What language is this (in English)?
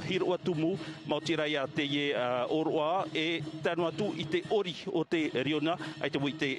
Tahitian